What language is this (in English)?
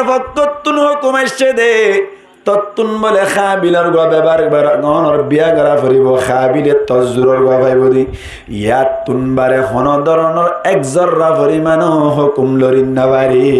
Rohingya